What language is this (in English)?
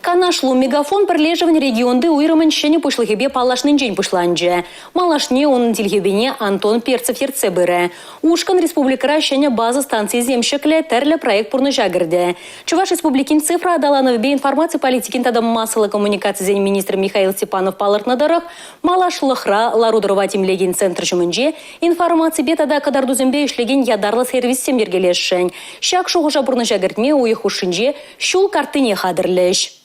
Chuvash